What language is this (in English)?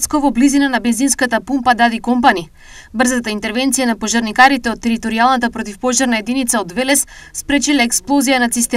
Macedonian